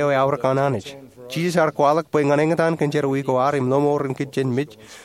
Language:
Marshallese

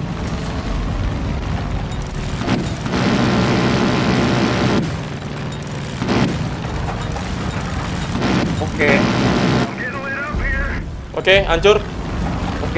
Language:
Indonesian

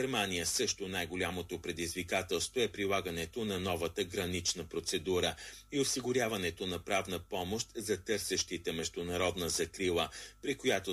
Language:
Bulgarian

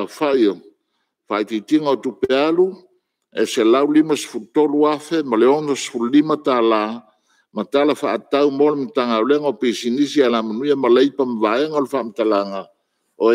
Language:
Samoan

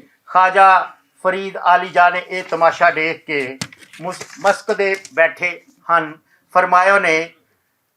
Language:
Western Panjabi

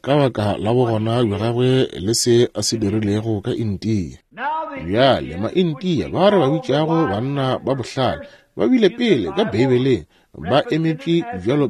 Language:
Northern Sotho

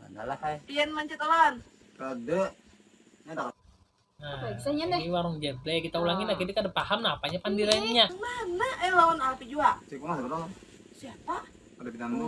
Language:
Banjar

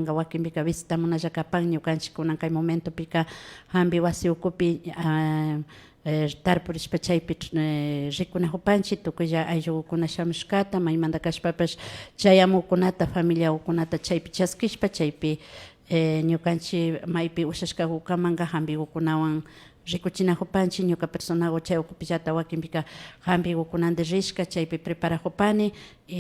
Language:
Imbabura Highland Quichua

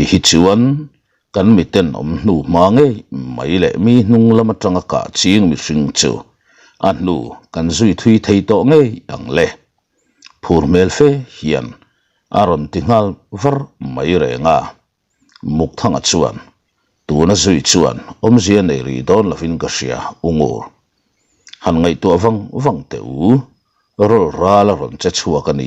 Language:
Mizo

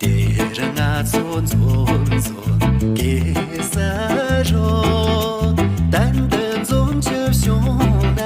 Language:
Tibetan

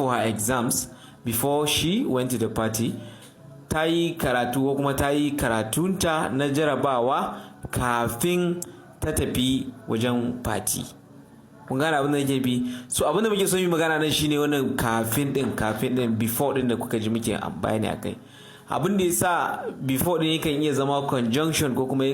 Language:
Hausa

